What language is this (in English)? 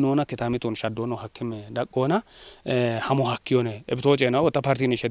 Kafa